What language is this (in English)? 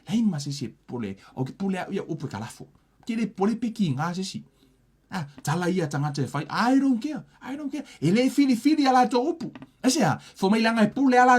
Samoan